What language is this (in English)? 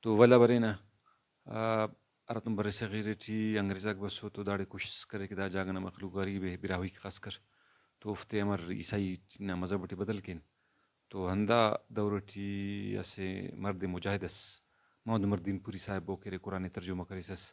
Brahui